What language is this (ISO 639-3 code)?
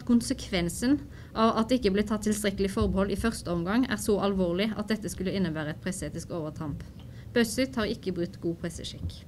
nor